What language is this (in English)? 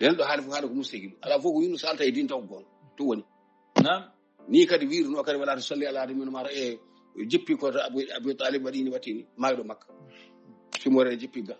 Fula